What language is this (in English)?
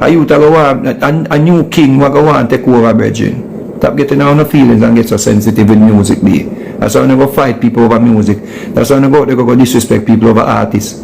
Jamaican Creole English